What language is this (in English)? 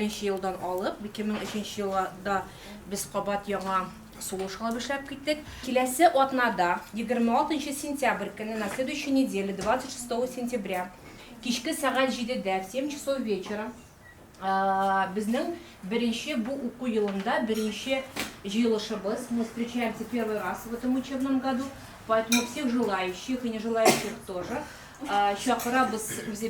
Tatar